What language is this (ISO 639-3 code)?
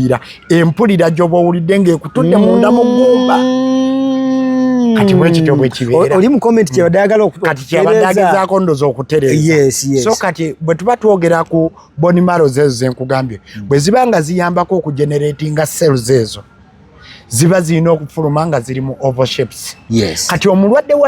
lug